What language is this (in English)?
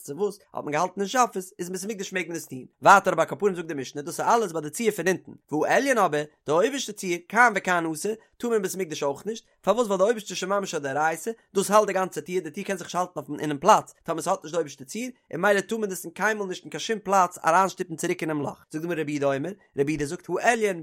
Yiddish